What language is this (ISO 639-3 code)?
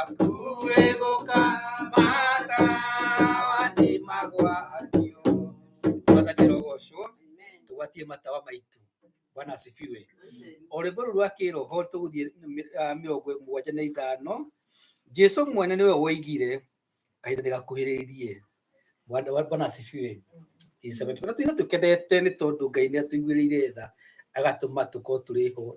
kik